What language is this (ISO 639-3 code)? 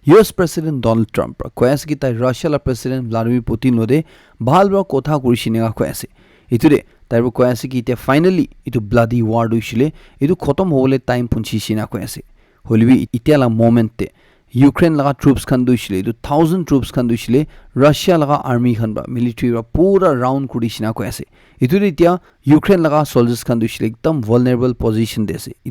nag